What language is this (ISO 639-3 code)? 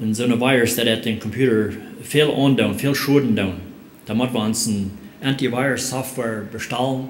pdt